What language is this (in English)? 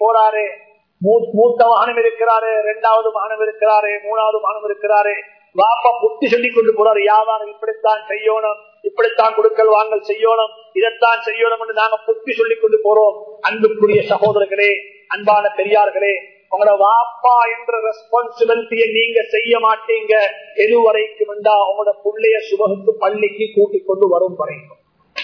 Tamil